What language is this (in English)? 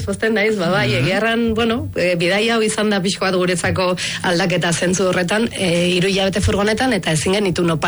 Basque